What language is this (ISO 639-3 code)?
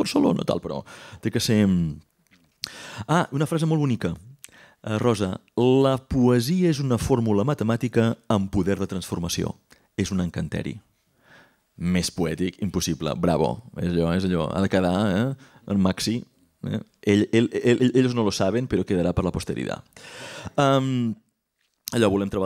cat